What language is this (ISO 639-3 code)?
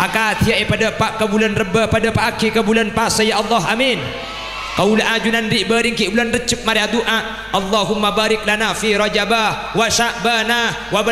mad